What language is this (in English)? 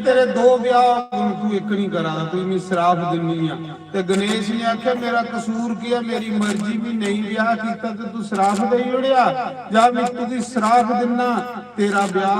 Dogri